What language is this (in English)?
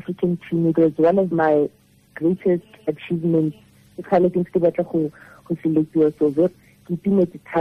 Tswana